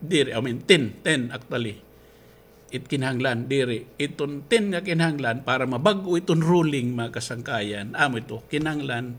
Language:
Waray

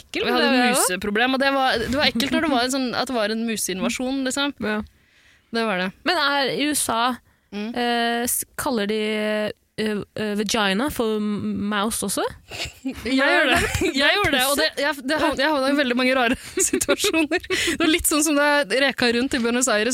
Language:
Norwegian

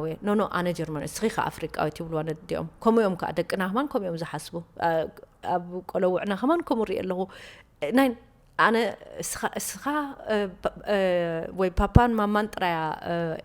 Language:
Tigrinya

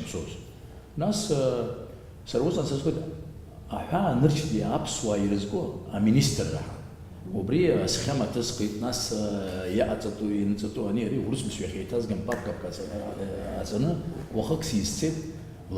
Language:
Abkhazian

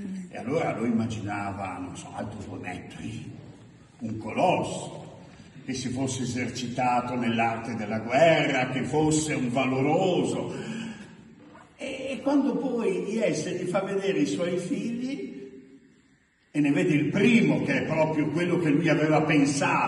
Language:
Italian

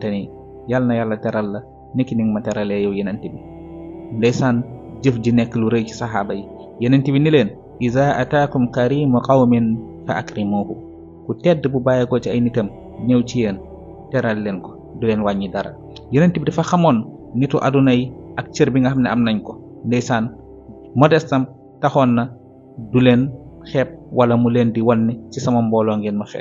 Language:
Wolof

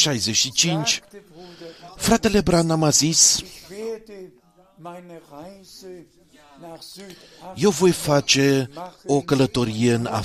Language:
Romanian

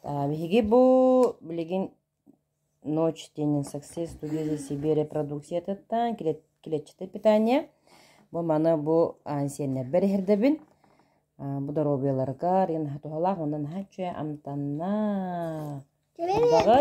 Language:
Yakut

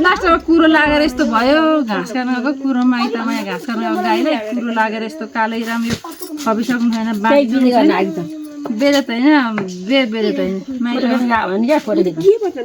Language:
Nepali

